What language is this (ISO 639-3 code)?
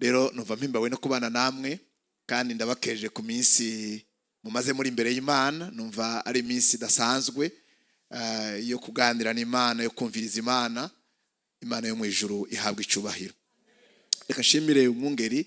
run